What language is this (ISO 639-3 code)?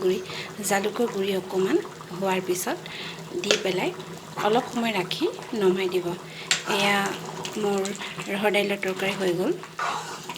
asm